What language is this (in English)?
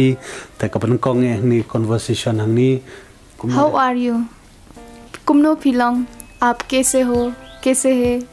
Khasi